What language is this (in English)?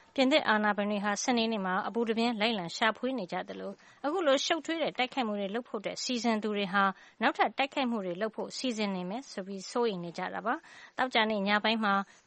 Burmese